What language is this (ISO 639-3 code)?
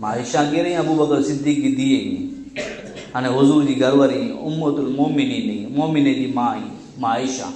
kfr